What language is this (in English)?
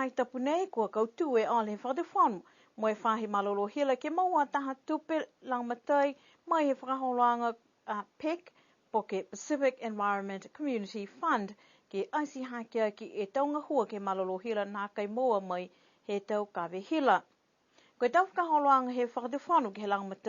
Niuean